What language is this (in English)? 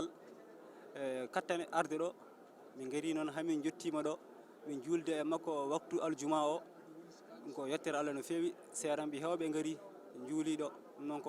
Fula